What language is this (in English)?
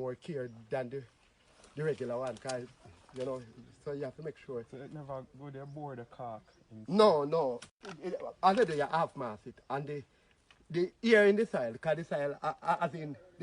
Jamaican Creole English